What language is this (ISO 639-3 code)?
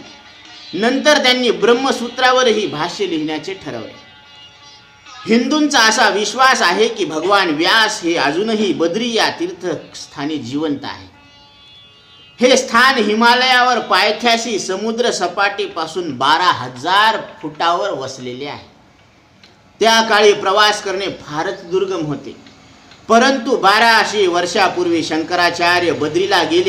mar